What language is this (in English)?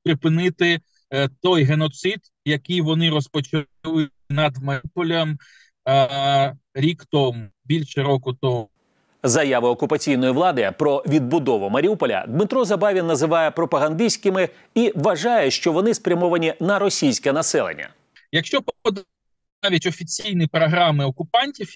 Ukrainian